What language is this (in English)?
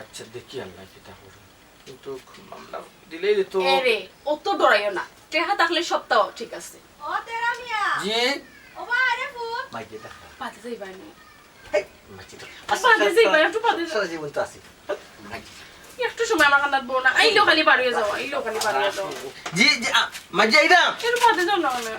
Sylheti